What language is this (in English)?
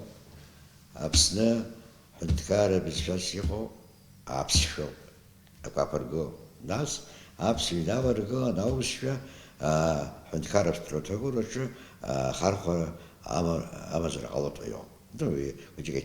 Abkhazian